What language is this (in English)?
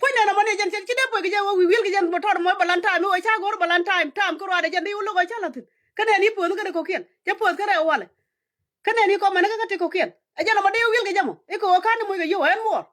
Nuer